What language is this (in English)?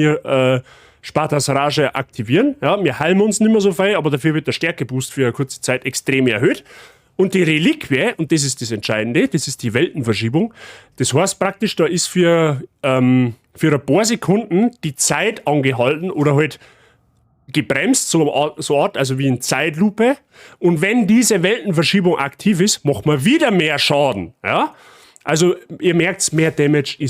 Bavarian